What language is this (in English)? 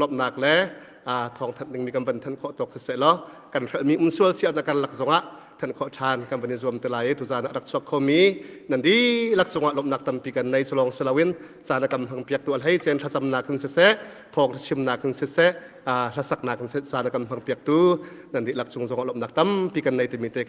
Hakha Chin